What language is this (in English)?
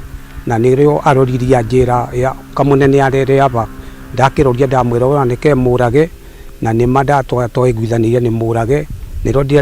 Kikuyu